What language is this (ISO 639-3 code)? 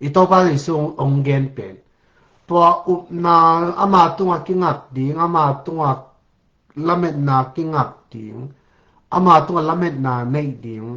ctd